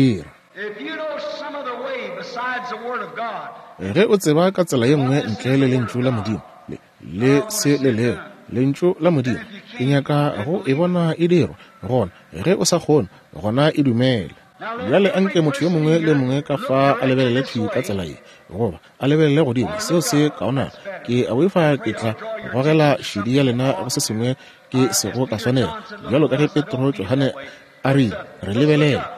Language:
Northern Sotho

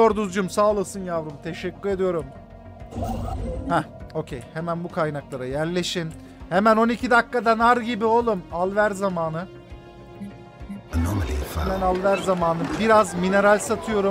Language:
Turkish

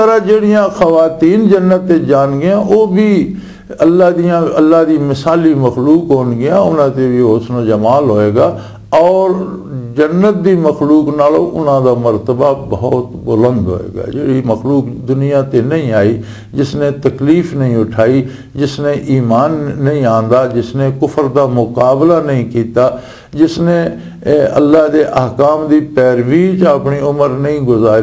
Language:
Western Panjabi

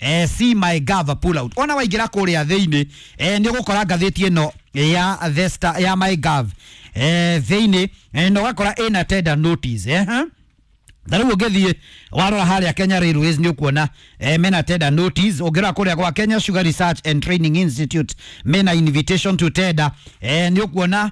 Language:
Kikuyu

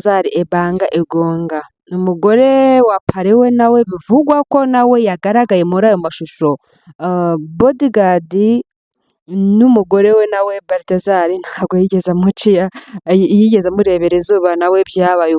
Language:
Kinyarwanda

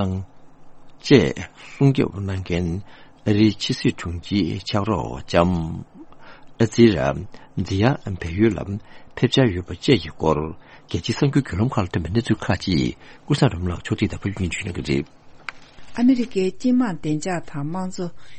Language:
Tibetan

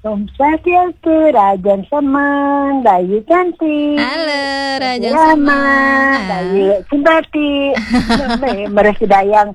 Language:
Balinese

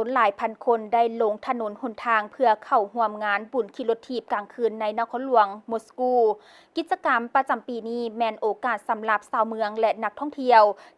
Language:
Lao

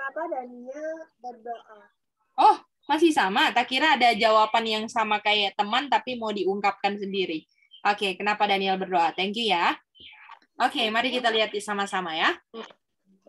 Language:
Indonesian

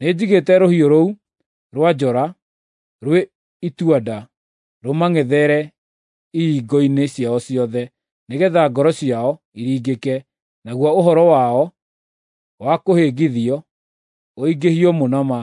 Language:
Kikuyu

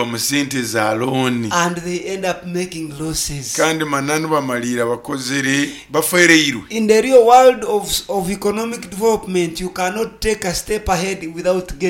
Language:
Nyoro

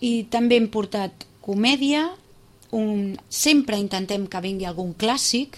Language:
Catalan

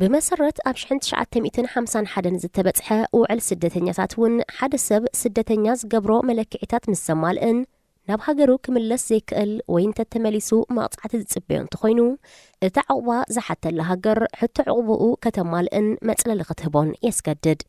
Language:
Tigrinya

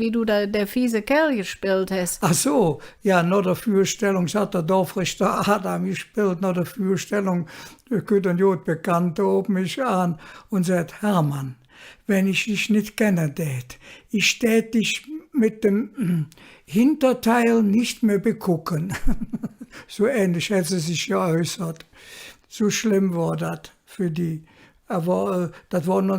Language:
Colognian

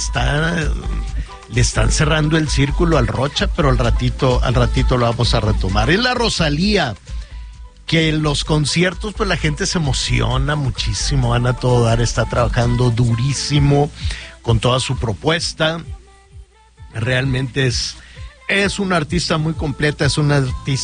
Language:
Spanish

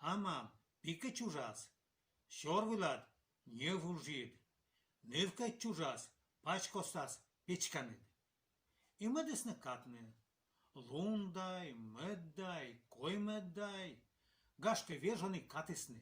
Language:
Komi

